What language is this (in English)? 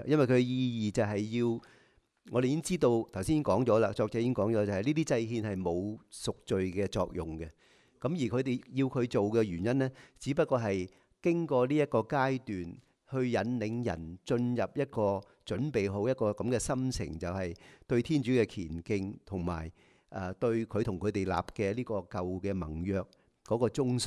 Cantonese